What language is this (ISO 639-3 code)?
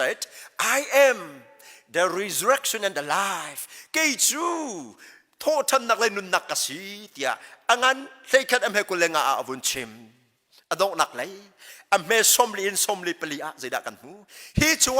cnh